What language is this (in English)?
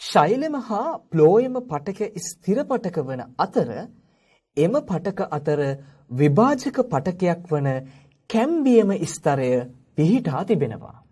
Sinhala